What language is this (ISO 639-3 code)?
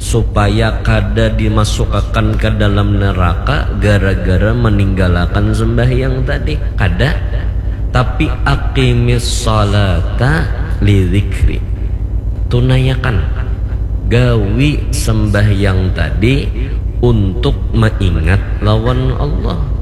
bjn